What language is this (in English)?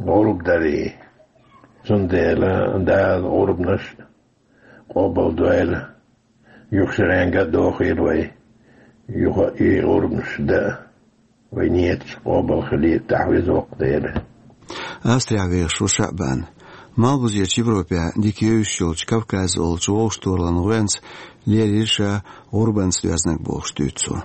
Chechen